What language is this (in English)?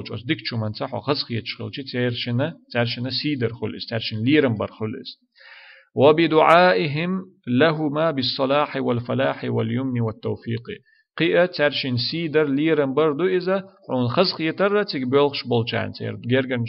Chechen